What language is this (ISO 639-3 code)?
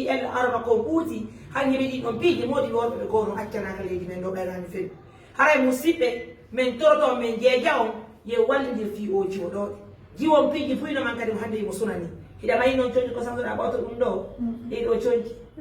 ful